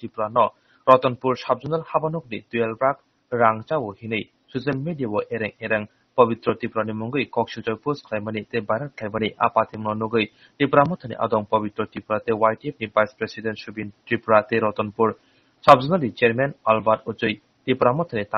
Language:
Kok Borok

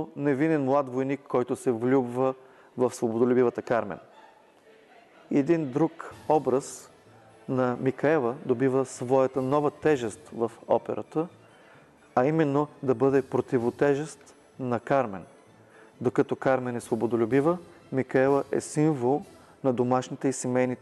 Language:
Bulgarian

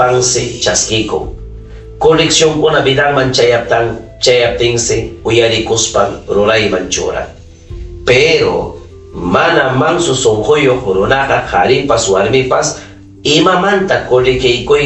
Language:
Ayacucho Quechua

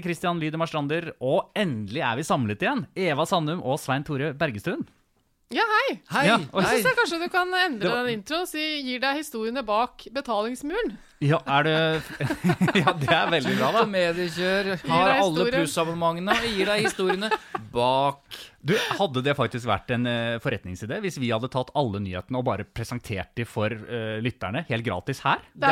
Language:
Norwegian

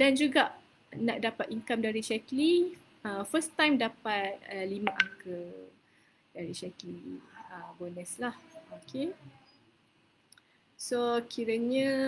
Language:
Malay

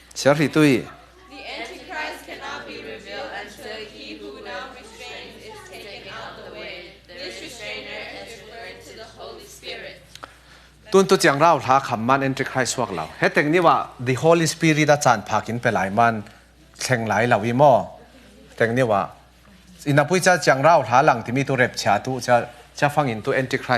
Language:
Falam Chin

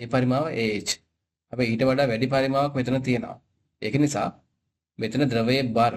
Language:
Sinhala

